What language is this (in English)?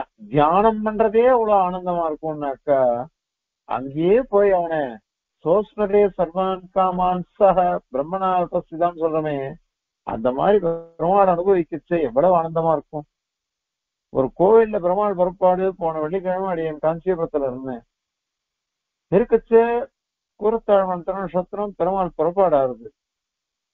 Tamil